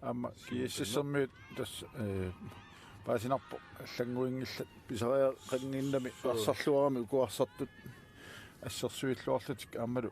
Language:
Kalaallisut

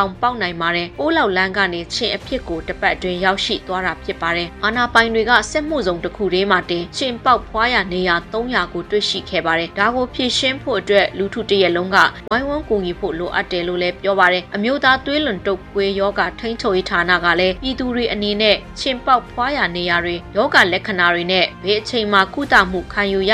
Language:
Burmese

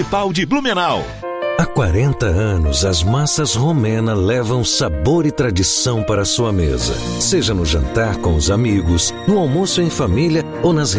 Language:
Portuguese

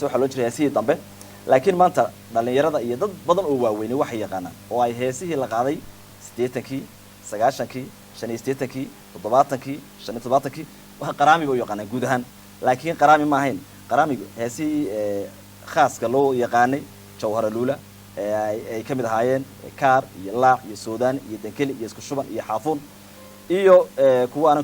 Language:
Somali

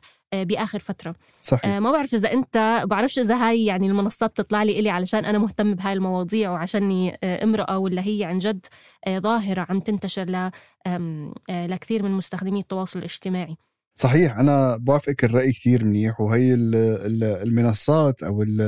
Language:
North Levantine Arabic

